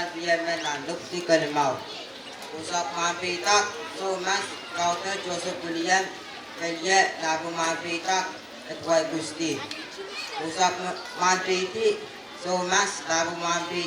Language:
Pohnpeian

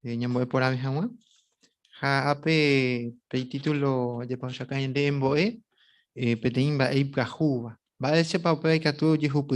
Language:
Guarani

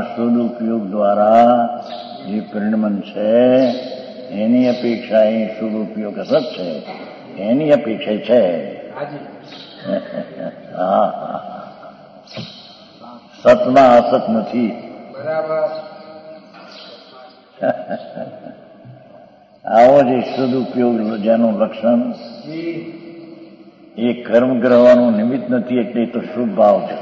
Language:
Gujarati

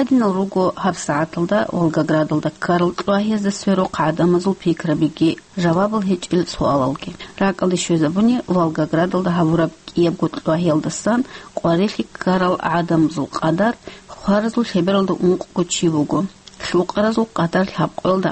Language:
Avaric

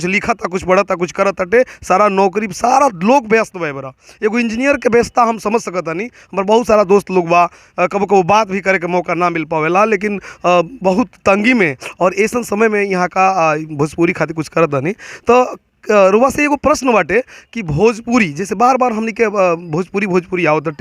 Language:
Bhojpuri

